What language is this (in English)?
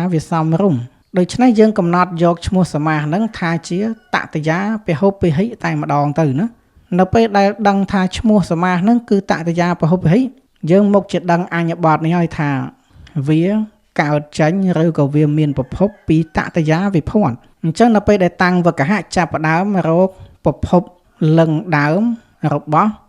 Khmer